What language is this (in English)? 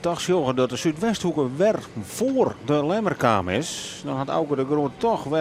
Western Frisian